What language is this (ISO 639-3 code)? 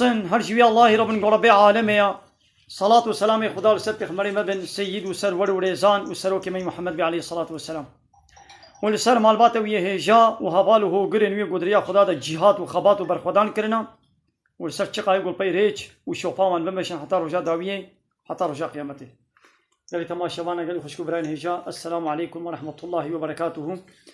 kur